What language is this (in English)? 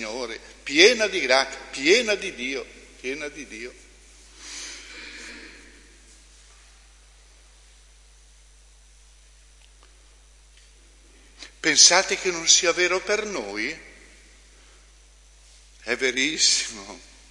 Italian